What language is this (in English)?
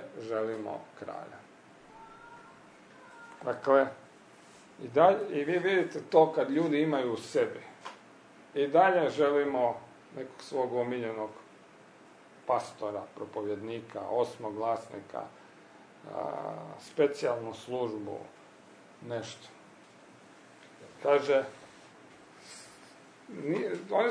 Croatian